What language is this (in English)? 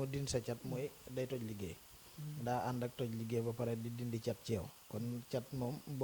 Wolof